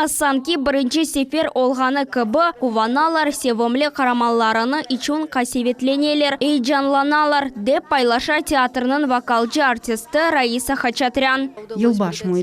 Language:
Crimean Tatar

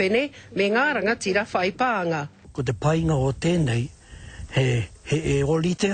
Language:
Māori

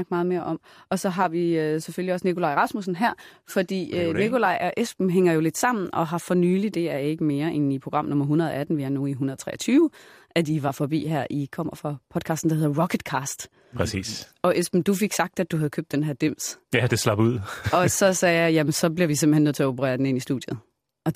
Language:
Danish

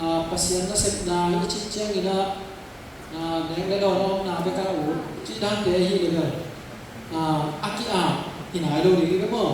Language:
Tedim Chin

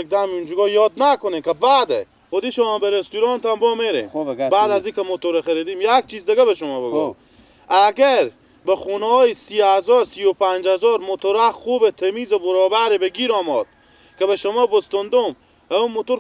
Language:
Persian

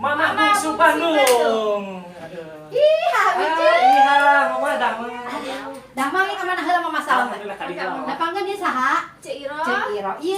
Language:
Sundanese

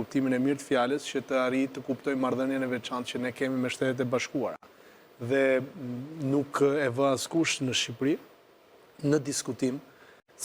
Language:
Albanian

